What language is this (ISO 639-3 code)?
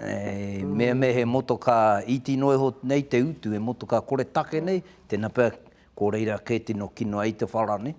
mri